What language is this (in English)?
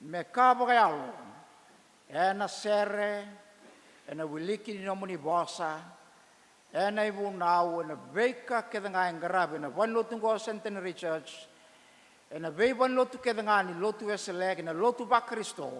Fijian